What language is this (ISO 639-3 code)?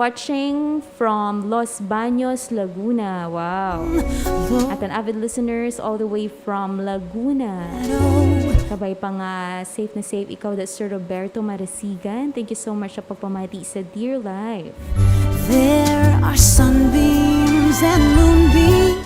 hil